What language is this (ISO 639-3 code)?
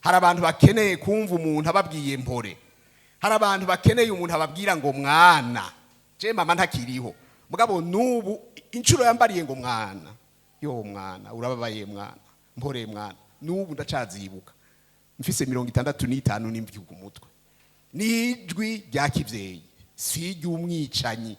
run